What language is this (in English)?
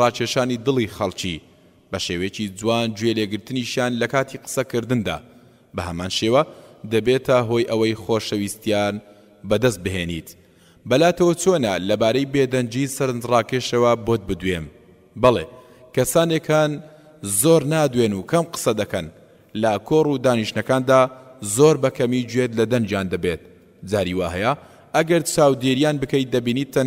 Central Kurdish